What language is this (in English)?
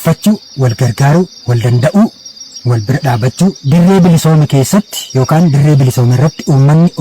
Oromo